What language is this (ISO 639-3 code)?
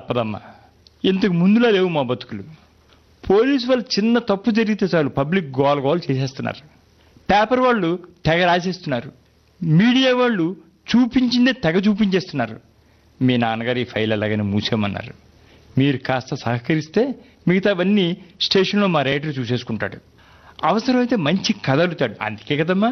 tel